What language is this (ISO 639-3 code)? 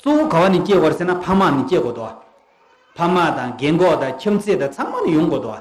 bod